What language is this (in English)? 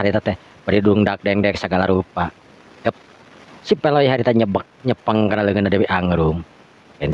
Sundanese